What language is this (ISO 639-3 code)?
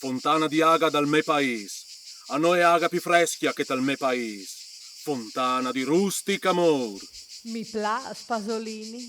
fur